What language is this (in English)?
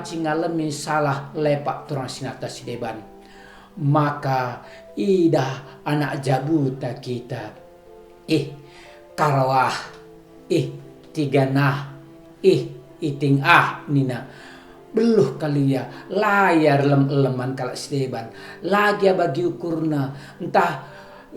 Batak Karo